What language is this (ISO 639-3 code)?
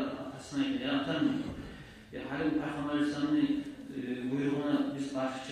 kum